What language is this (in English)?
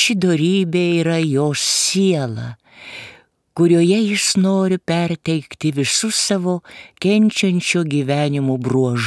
Lithuanian